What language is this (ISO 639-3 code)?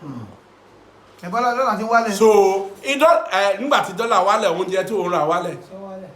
yor